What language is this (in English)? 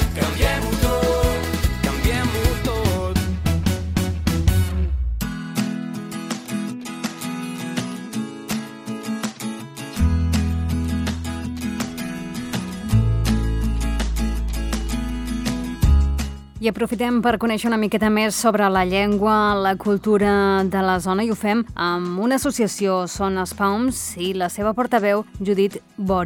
Catalan